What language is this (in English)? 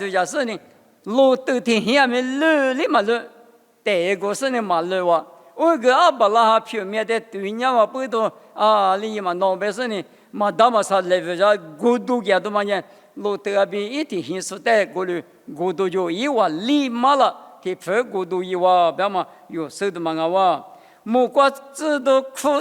Lisu